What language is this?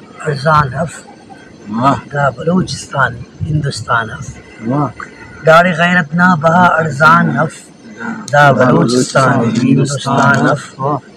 Brahui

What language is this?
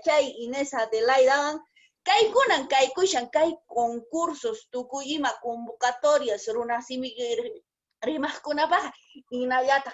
Quechua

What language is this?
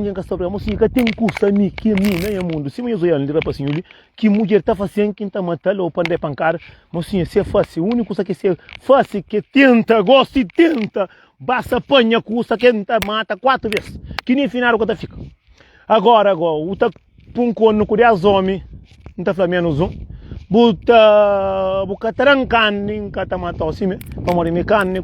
Kabuverdianu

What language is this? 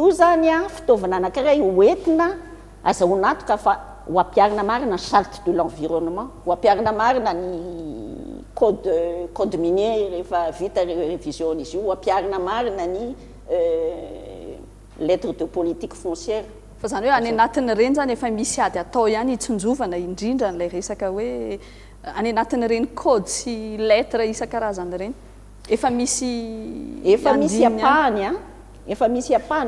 Malagasy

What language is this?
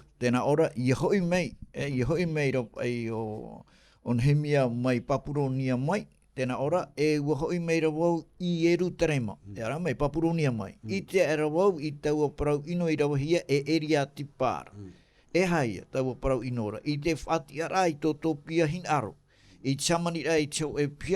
Tahitian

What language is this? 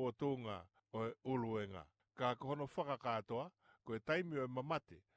Tongan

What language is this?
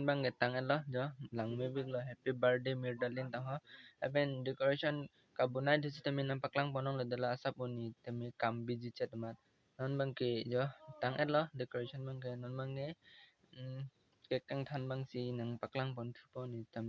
Karbi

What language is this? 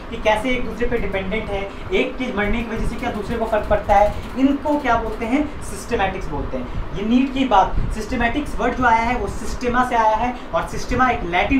Hindi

